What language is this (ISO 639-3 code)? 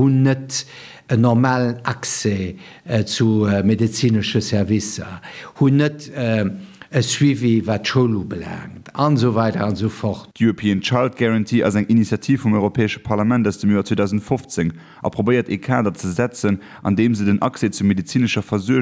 ltz